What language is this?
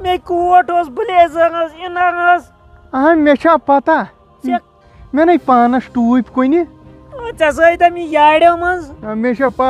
Kashmiri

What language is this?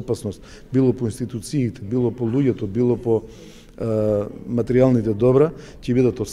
Macedonian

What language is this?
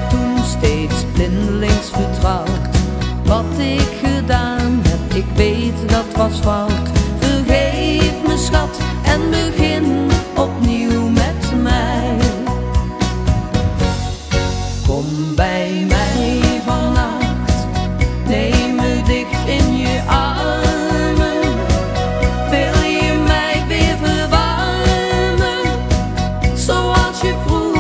Dutch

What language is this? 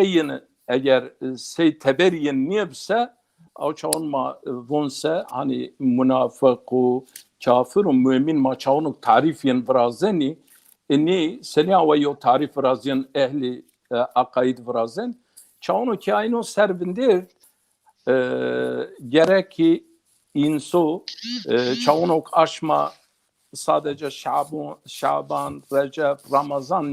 Zaza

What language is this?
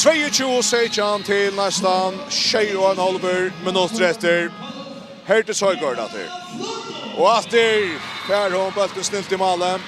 Faroese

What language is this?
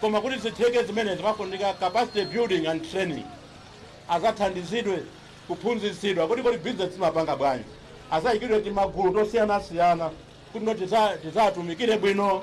Nyanja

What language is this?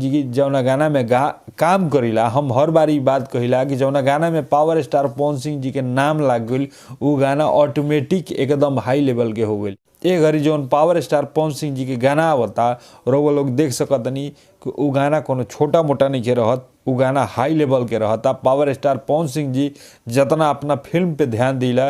Bhojpuri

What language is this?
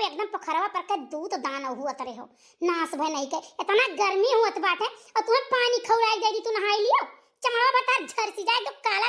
Awadhi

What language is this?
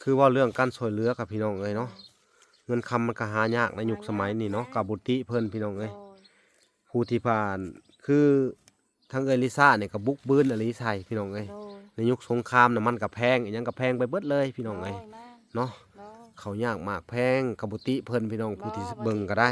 Lao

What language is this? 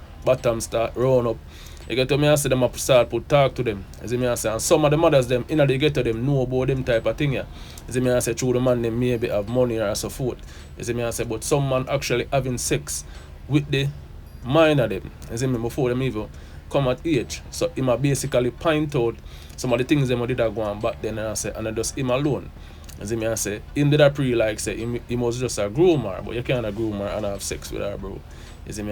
Jamaican Creole English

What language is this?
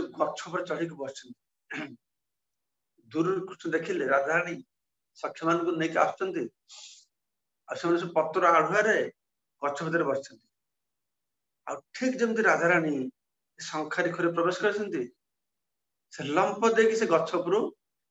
Odia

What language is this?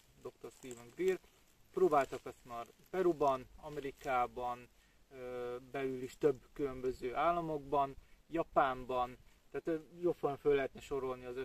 Hungarian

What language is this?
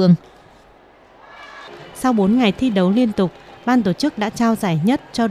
Vietnamese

